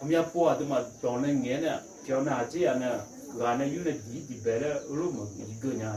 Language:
Akha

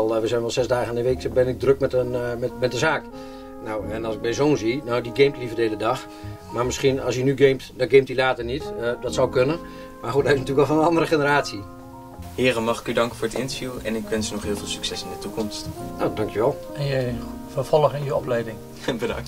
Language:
Dutch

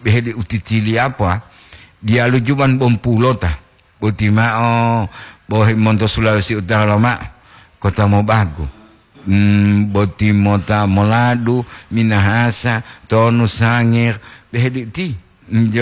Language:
Gorontalo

